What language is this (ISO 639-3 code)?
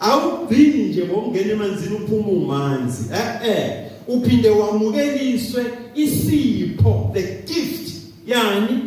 zul